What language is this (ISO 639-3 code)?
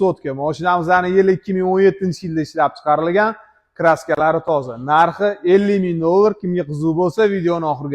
uzb